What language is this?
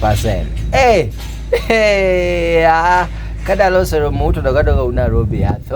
Luo (Kenya and Tanzania)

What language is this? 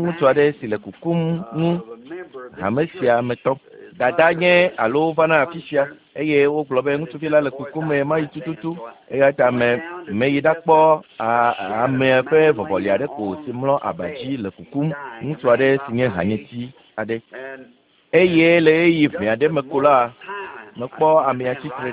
Ewe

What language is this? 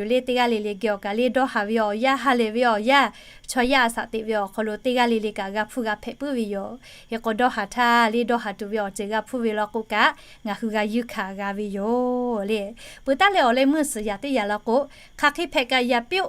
Lahu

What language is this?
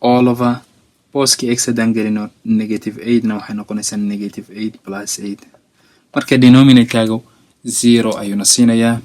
Somali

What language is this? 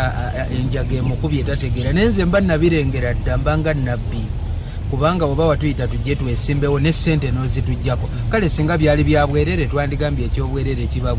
Ganda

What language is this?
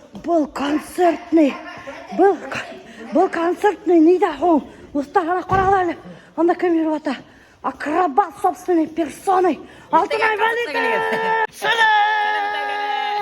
Bashkir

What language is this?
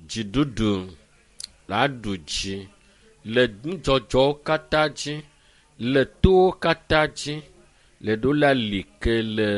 Ewe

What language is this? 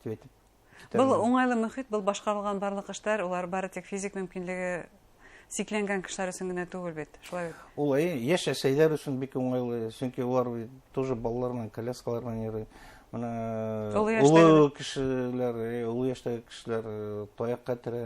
Bashkir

